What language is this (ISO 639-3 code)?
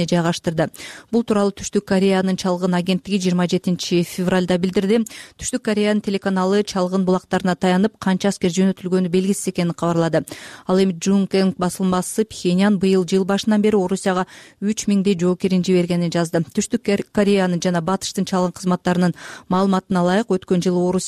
kir